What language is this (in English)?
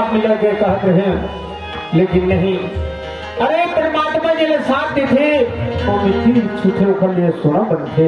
Chhattisgarhi